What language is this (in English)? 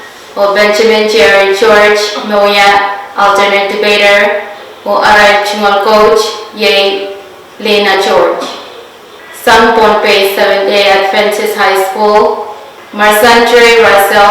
Pohnpeian